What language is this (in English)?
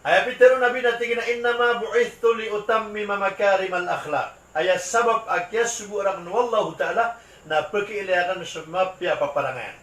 Maranao